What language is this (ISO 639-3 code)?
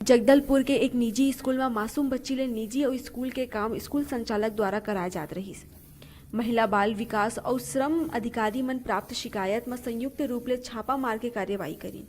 hne